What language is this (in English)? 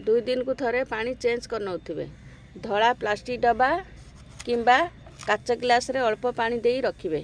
Odia